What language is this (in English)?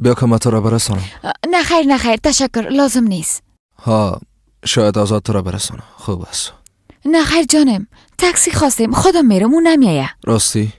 Persian